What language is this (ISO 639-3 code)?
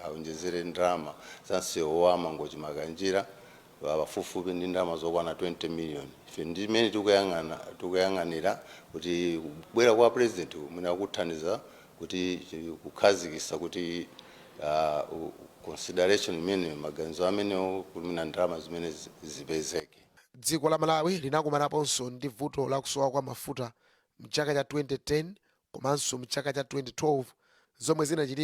nya